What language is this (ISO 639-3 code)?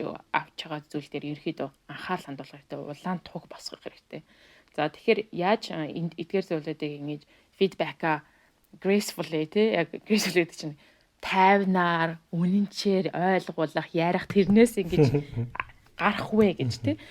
mon